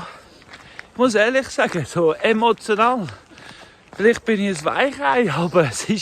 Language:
Swiss German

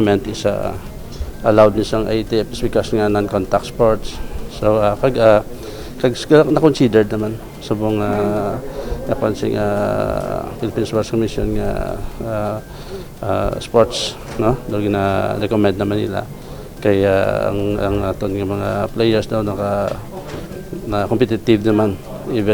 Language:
Hiligaynon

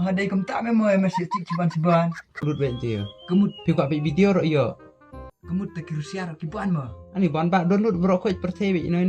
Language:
Khasi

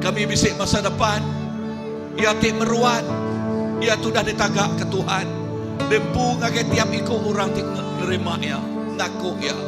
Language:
Iban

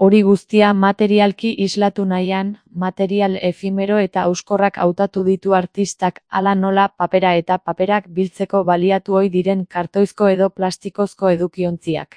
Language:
Basque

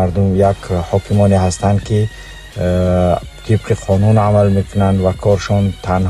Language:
Tajik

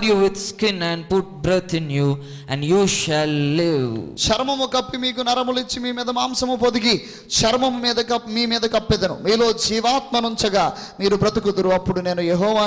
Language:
Telugu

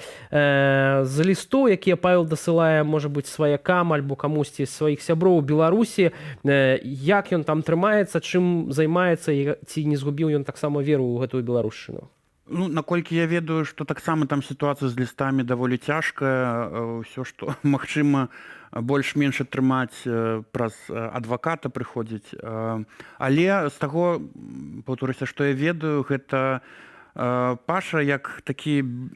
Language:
Belarusian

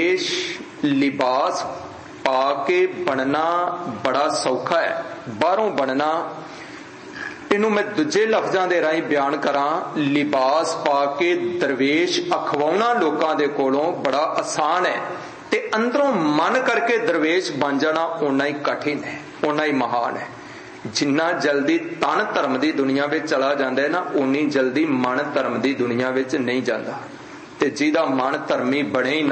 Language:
Punjabi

